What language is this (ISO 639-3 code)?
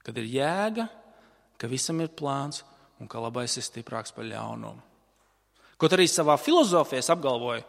lav